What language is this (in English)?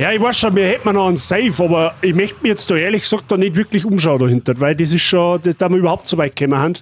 Bavarian